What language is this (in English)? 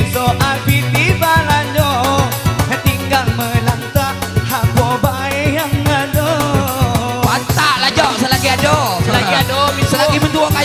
Minangkabau